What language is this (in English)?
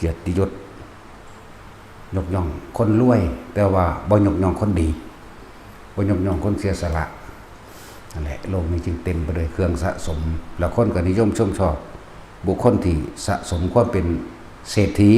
Lao